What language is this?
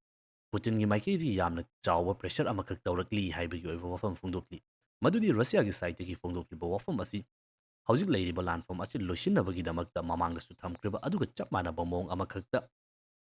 Manipuri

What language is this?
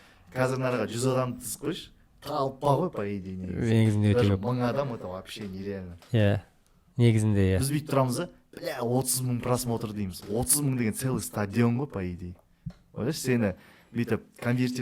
Kazakh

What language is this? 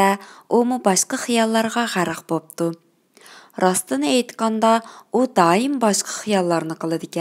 Uyghur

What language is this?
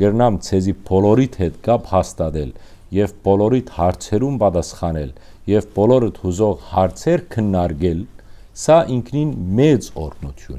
Western Armenian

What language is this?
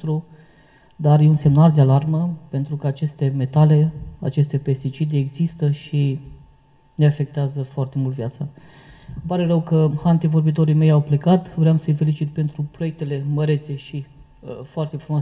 Romanian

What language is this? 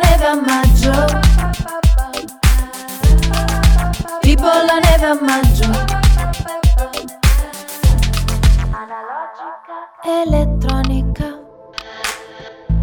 Italian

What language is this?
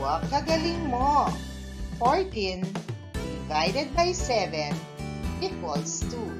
Pampanga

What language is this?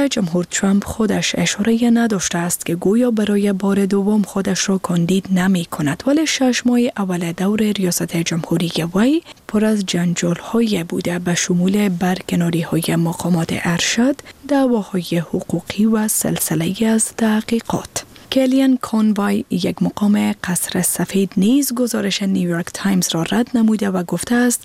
Persian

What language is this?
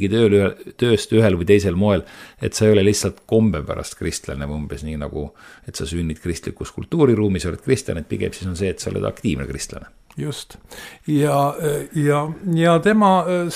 Estonian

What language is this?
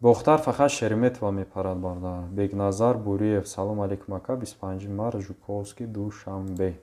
Tajik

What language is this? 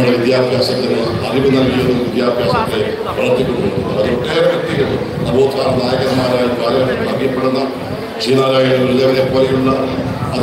Malayalam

